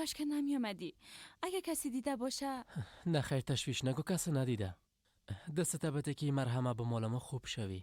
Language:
Persian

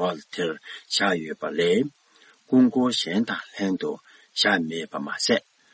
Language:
Tibetan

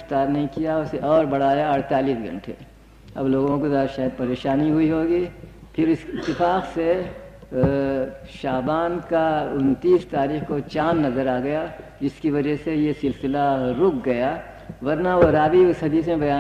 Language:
Urdu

